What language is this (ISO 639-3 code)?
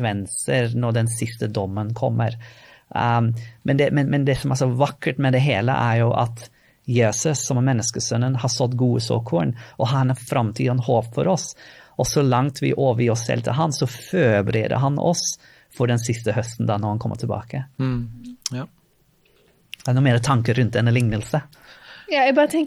nor